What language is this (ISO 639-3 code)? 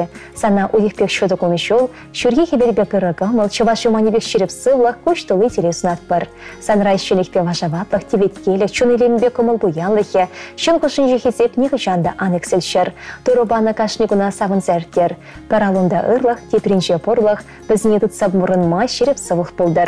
chv